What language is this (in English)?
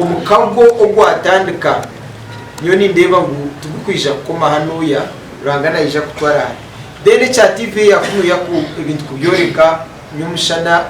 Nyankole